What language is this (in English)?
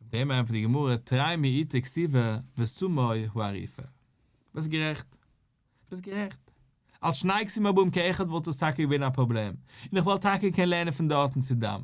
Yiddish